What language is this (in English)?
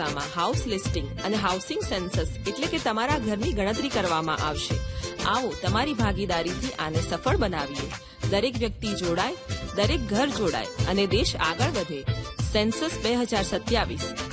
Gujarati